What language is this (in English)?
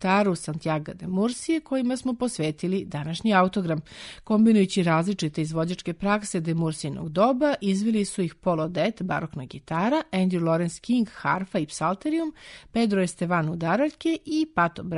Serbian